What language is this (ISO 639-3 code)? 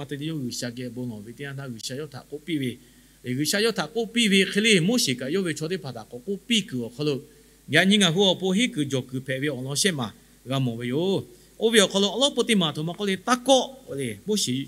lhu